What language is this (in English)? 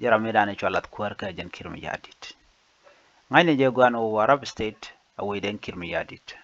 Nuer